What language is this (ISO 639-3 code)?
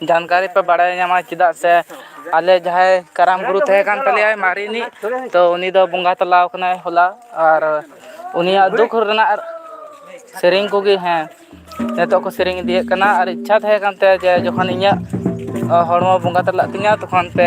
sat